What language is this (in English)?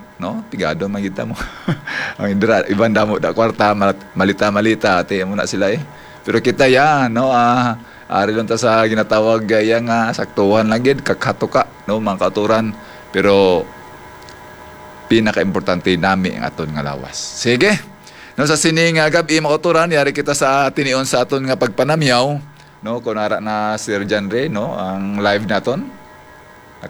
Hiligaynon